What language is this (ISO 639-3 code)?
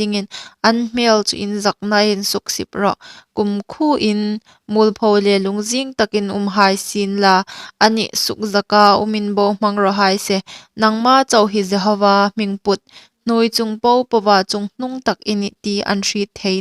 hmr